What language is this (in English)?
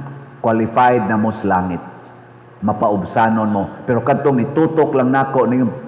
Cebuano